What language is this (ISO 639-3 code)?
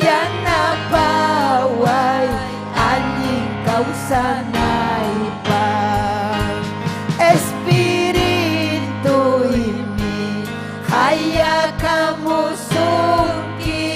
quy